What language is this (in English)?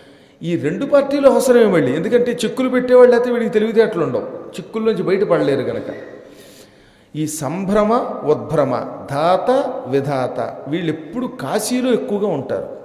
Telugu